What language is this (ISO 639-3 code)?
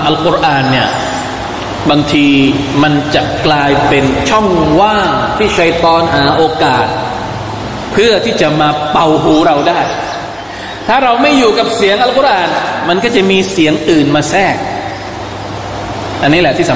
tha